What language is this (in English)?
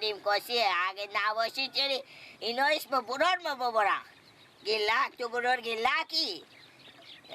Persian